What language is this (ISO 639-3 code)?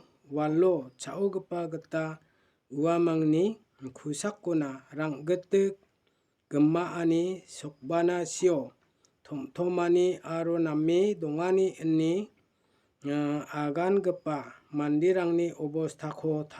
grt